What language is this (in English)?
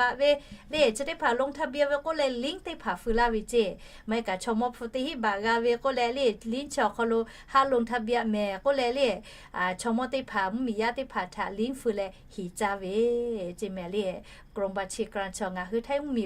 Lahu